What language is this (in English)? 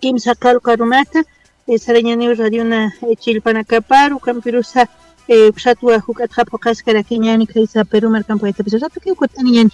Aymara